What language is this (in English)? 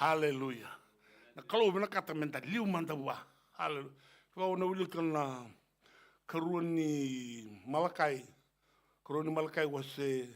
Fijian